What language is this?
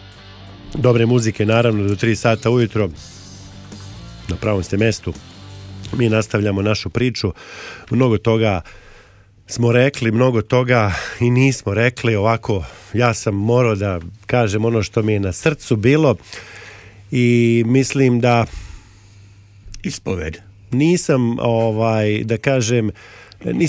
Serbian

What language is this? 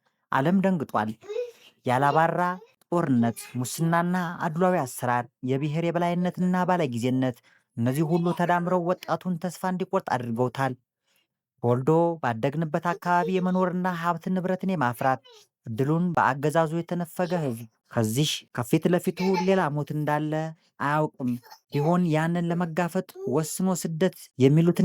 Amharic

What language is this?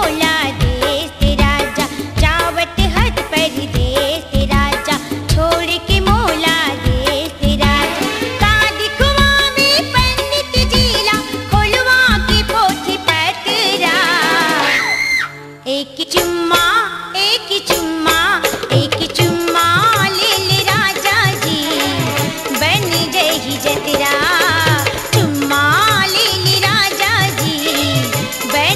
Chhattisgarhi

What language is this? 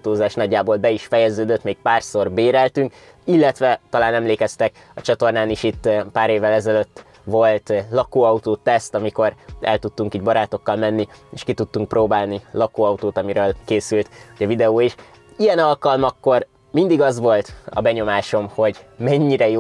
Hungarian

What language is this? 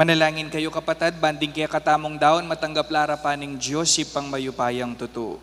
Pampanga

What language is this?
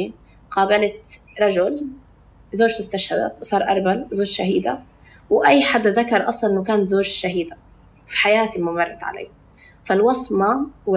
North Levantine Arabic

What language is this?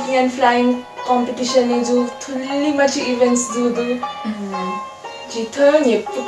Newari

